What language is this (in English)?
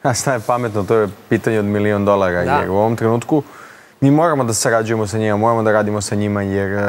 Serbian